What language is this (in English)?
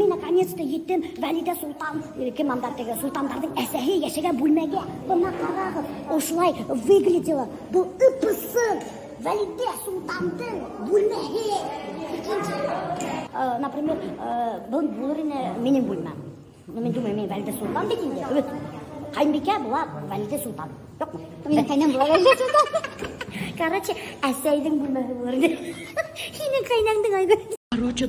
Bashkir